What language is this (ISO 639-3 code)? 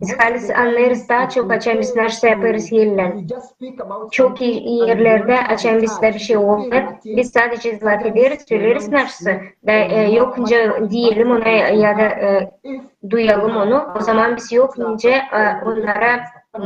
gag